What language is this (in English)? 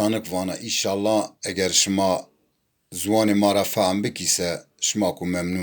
Zaza